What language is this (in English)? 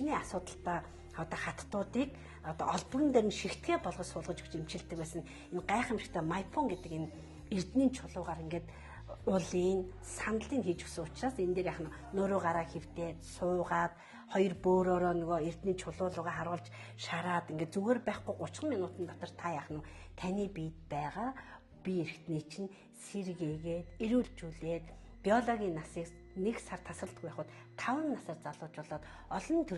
Mongolian